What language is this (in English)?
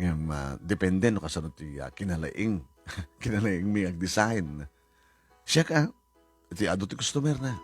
Iloko